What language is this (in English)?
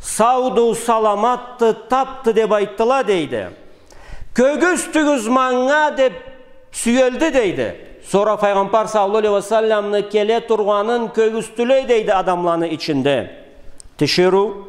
Karachay-Balkar